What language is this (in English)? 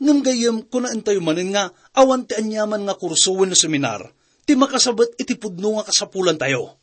Iloko